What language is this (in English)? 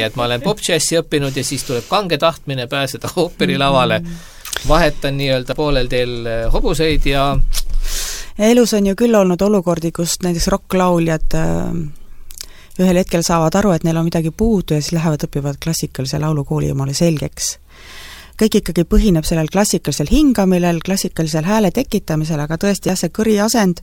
Estonian